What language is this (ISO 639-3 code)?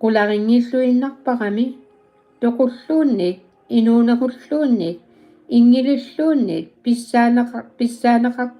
kal